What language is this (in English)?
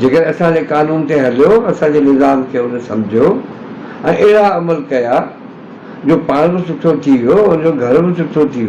Sindhi